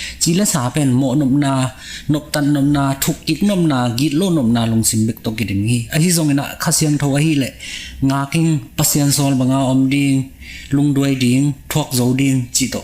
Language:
Tedim Chin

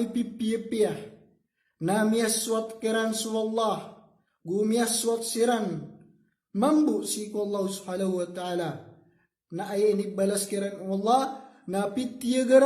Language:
Maranao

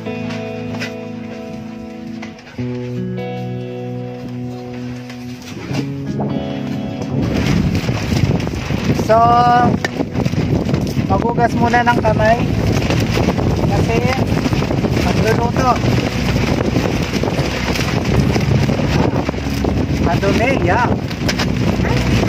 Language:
Filipino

